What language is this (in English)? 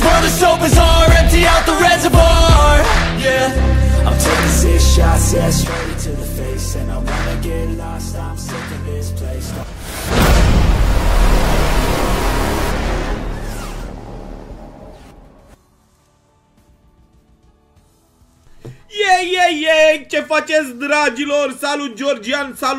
Romanian